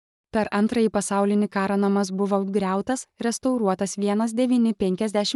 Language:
Lithuanian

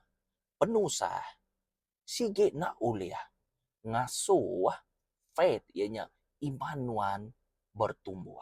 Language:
Iban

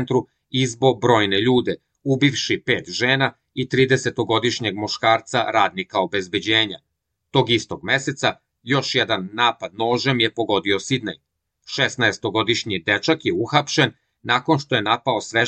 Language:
Serbian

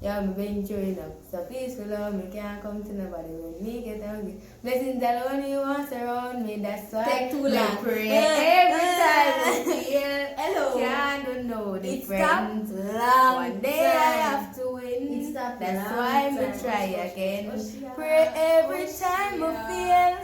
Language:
Jamaican Creole English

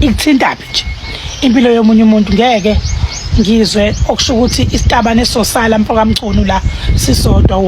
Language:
Zulu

